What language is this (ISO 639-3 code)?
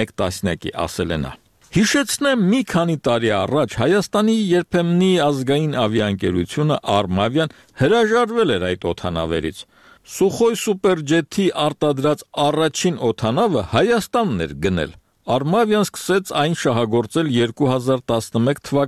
hye